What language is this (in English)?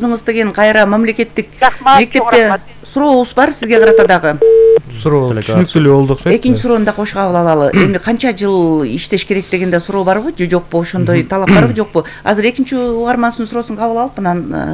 Kyrgyz